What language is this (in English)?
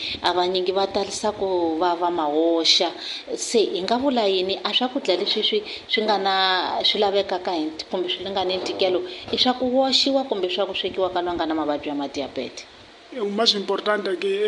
Tsonga